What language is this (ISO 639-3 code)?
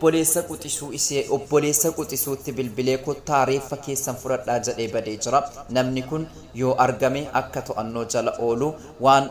orm